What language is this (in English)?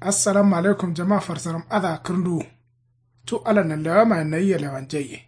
Kanuri